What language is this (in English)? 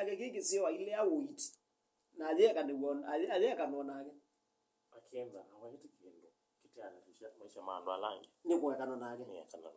Kamba